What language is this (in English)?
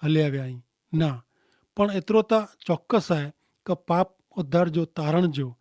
Kachhi